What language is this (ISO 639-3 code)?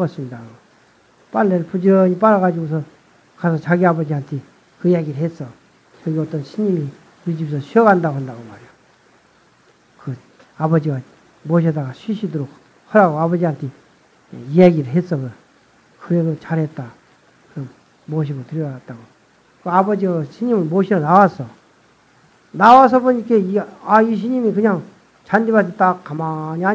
kor